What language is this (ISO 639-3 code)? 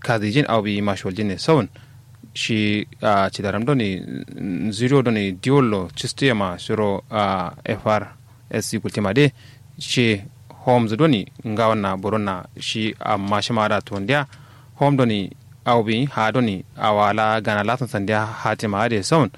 kau